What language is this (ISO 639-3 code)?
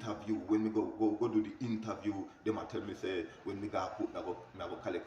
jam